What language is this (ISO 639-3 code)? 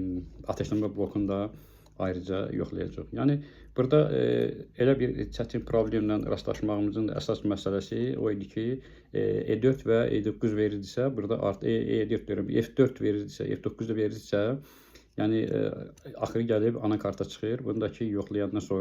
aze